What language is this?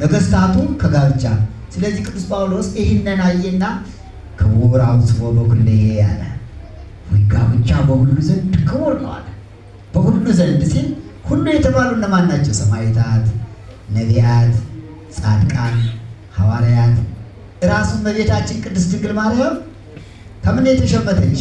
Amharic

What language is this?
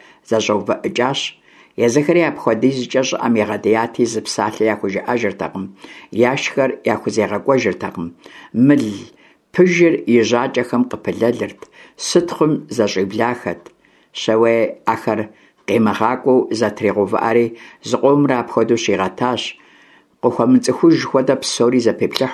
Kabardian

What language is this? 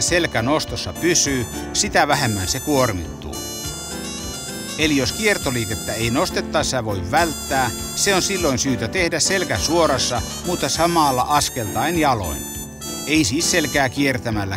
Finnish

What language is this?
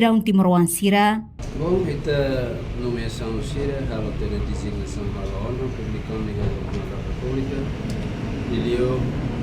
Tetum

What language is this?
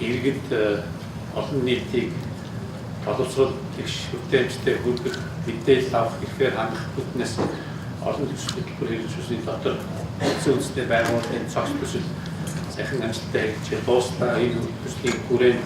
Mongolian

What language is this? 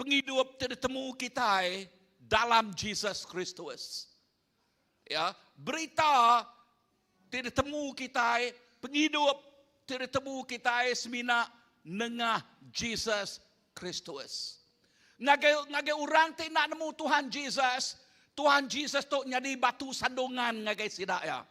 Iban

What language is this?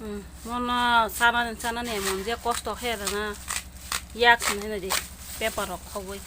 Kok Borok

